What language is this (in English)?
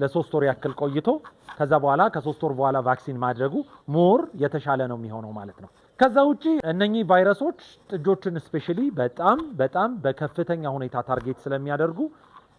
Amharic